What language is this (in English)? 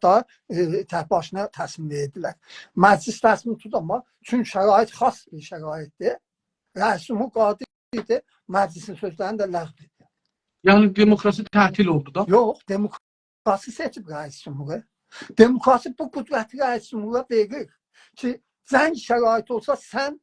South Azerbaijani